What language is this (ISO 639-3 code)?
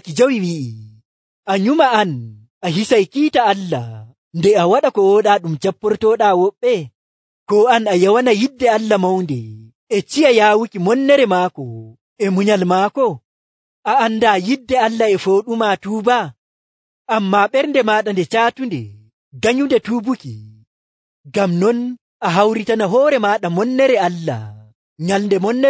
fuv